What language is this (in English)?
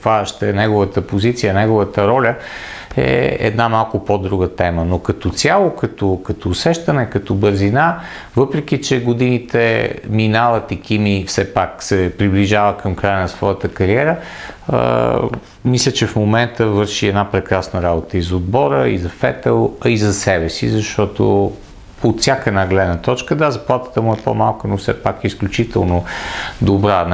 Bulgarian